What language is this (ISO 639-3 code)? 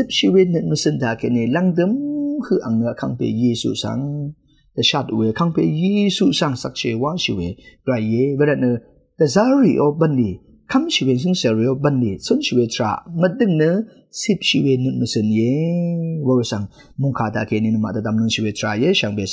raw